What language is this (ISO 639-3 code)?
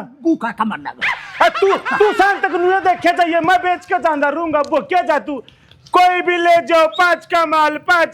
bgc